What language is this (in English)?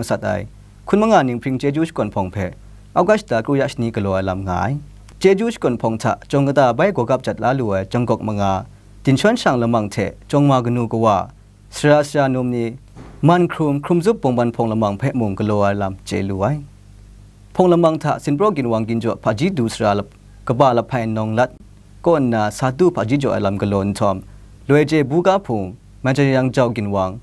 Kachin